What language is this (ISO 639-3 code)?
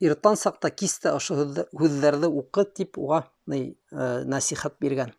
bak